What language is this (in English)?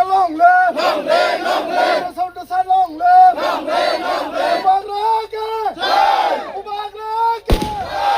Kok Borok